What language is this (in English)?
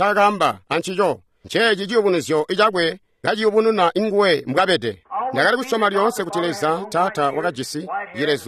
Tonga (Zambia)